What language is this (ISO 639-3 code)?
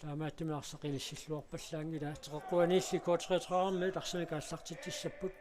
kal